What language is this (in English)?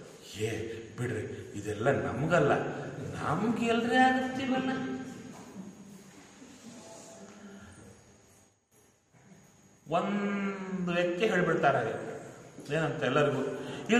Kannada